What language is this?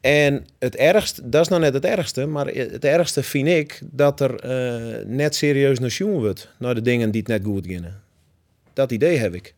Western Frisian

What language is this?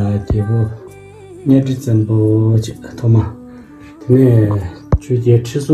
Tibetan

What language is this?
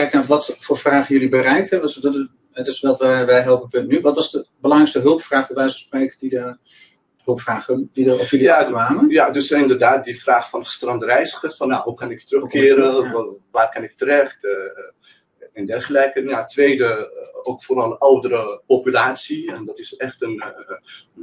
Dutch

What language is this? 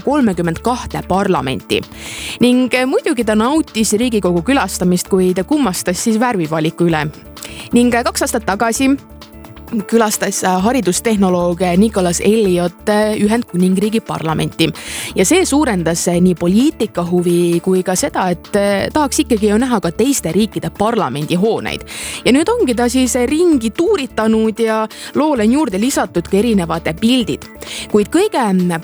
Estonian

